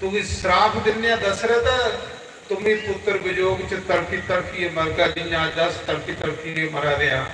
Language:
Dogri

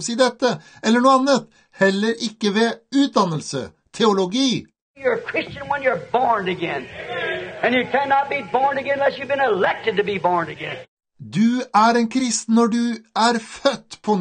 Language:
Norwegian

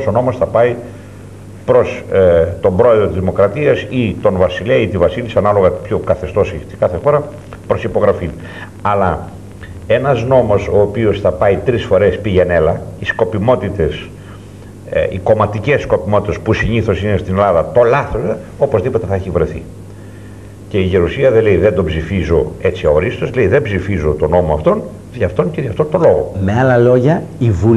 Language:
Greek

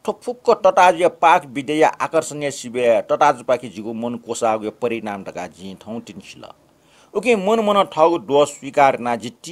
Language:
Newari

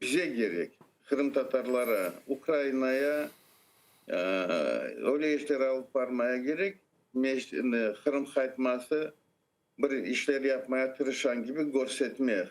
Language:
Crimean Tatar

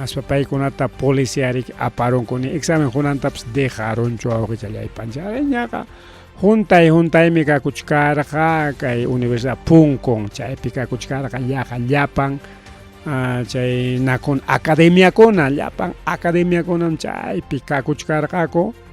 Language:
Ayacucho Quechua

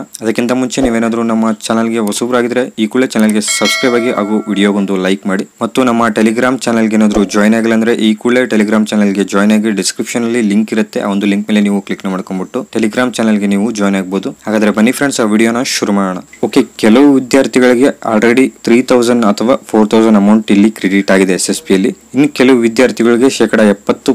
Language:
Kannada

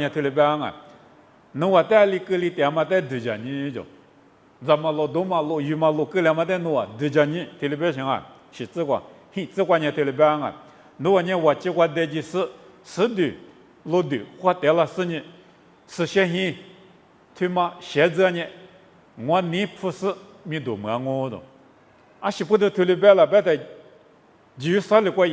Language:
Lisu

